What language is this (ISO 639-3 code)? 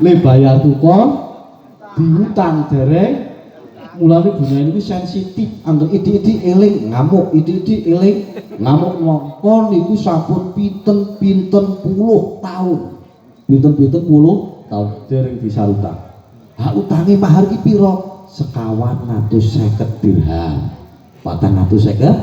jav